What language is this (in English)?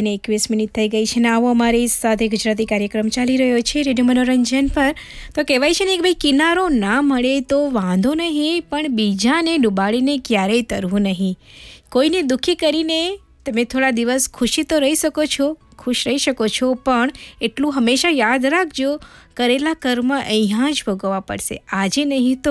Gujarati